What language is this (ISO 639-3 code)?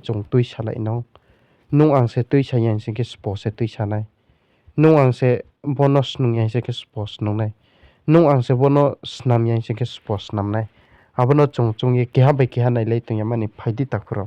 ria